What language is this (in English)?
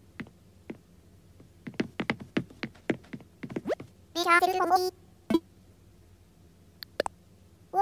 Japanese